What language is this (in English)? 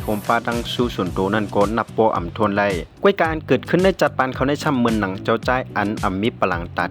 Shan